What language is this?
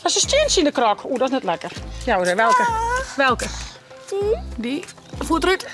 Western Frisian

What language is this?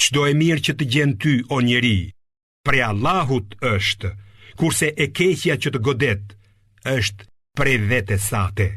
Albanian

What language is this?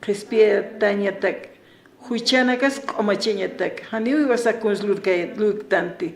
Aymara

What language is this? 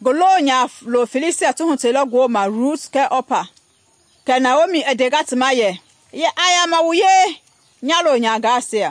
Mende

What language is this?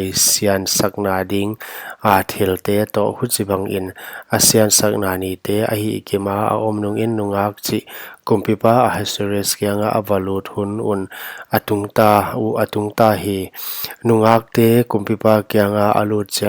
Paite Chin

